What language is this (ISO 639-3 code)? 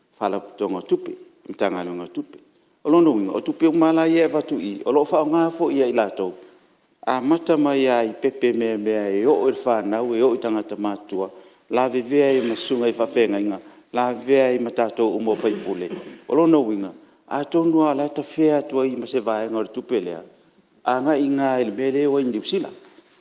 smo